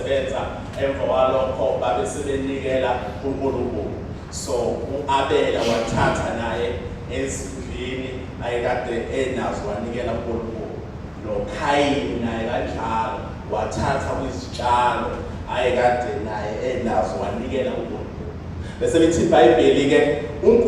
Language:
Zulu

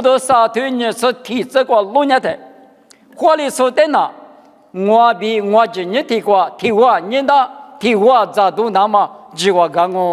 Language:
Lisu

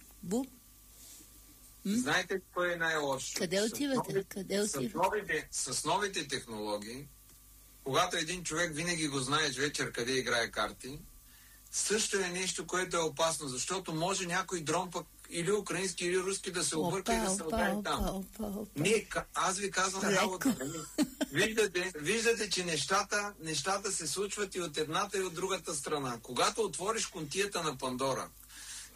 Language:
Bulgarian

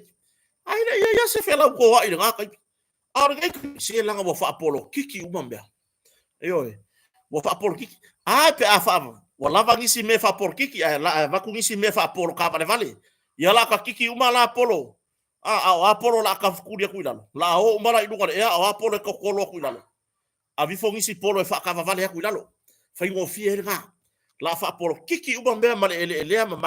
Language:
Samoan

